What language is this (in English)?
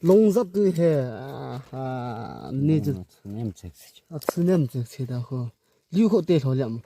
Yimchungru Naga